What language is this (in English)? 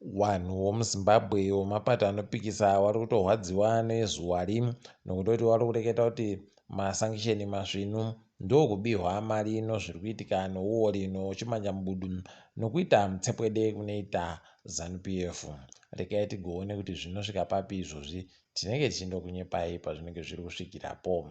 Ndau